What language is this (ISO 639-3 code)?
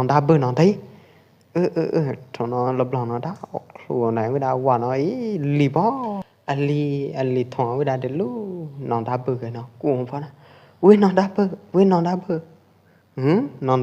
kjp